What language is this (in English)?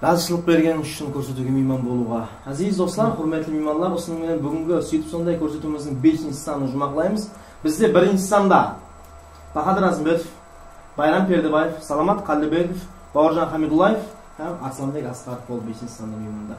Kara-Kalpak